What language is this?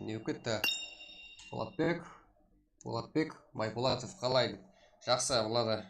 Kara-Kalpak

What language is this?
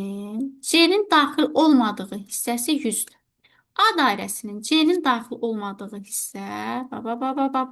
Azerbaijani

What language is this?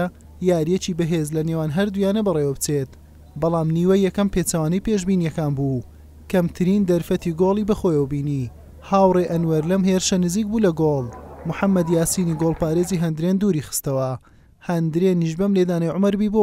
Central Kurdish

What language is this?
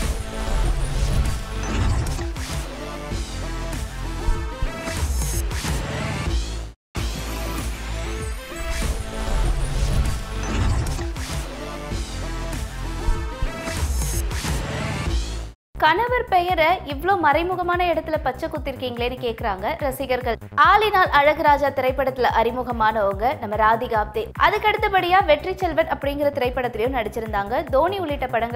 Tamil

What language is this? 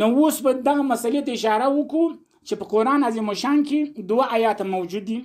Pashto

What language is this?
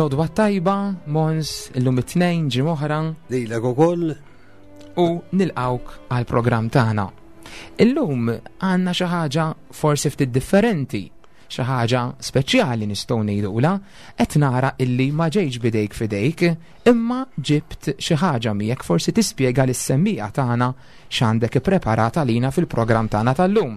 Maltese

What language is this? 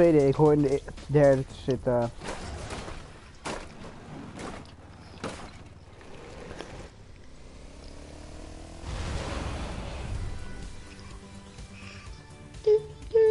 Dutch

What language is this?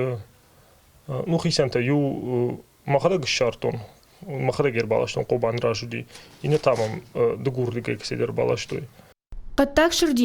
Ossetic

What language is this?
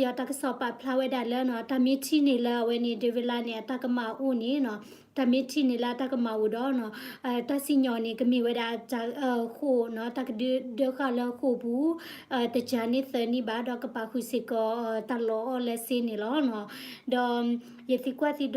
S'gaw Karen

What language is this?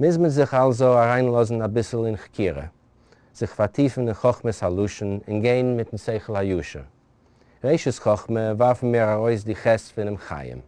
Yiddish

